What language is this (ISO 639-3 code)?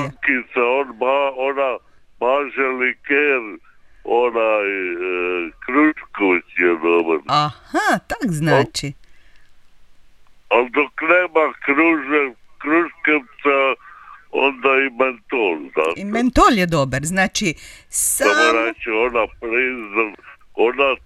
hrv